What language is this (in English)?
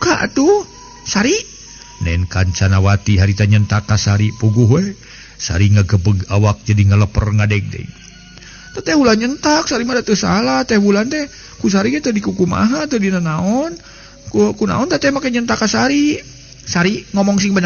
Sundanese